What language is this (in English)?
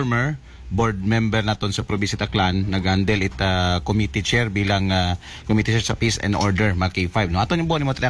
Aklanon